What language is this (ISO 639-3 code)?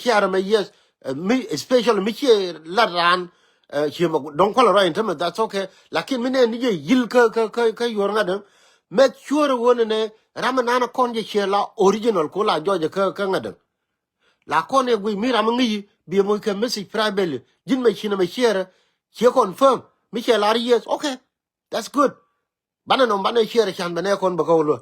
nus